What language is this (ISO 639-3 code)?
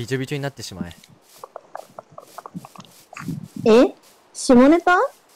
jpn